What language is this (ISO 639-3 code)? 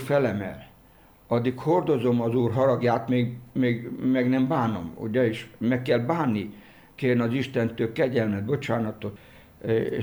hun